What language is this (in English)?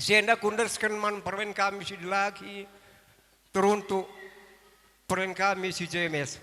Batak Karo